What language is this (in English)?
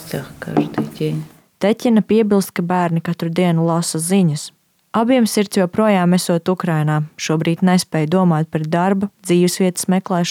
Latvian